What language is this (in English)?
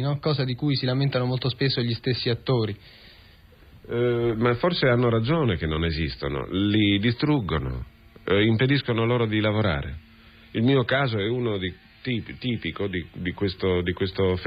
Italian